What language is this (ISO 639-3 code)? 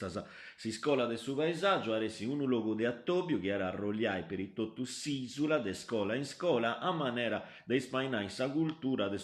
srd